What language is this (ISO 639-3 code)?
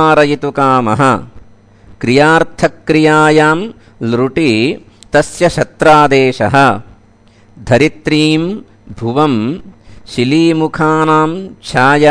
san